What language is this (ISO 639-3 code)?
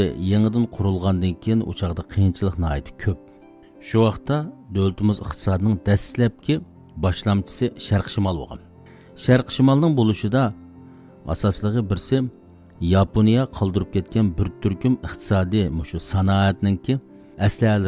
uig